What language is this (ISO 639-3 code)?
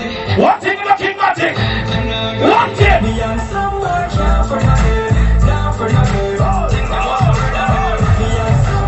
jam